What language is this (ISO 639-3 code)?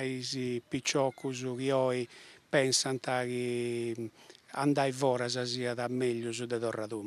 srd